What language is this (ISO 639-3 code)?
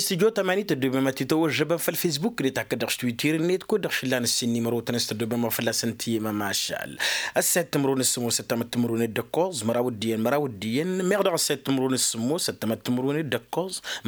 taq